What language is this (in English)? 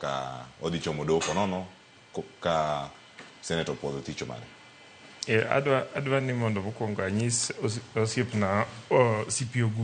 Luo (Kenya and Tanzania)